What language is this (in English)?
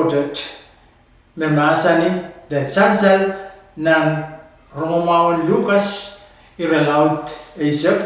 Pohnpeian